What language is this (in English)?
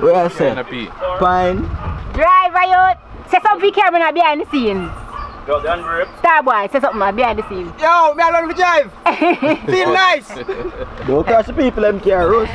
Jamaican Creole English